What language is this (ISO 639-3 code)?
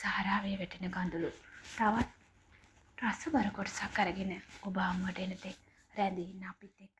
sin